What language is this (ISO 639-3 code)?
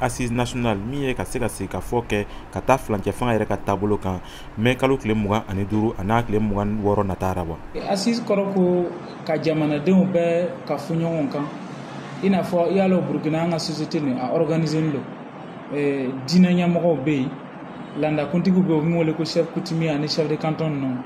bam